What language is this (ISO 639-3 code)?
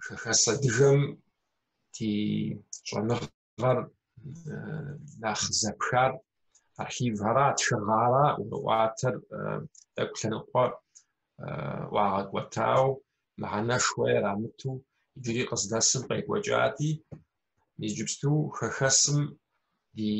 kbd